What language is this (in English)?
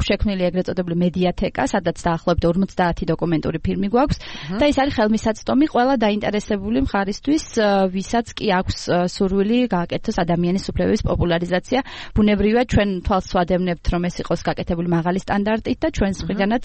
Georgian